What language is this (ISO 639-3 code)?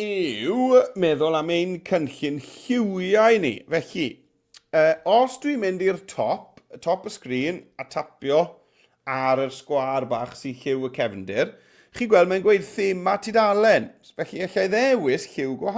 cym